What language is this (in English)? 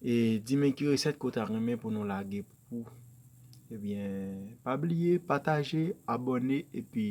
Haitian Creole